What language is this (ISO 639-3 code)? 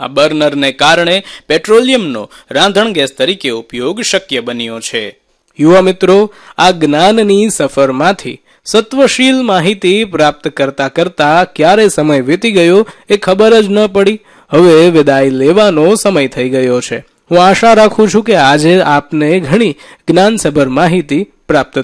guj